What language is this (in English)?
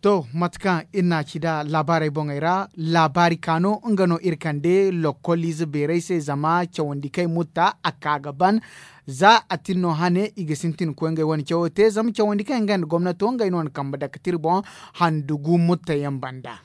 Zarma